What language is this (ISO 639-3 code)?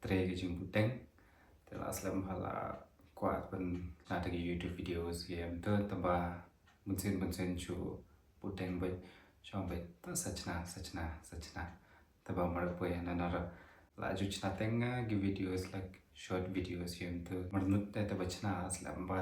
kha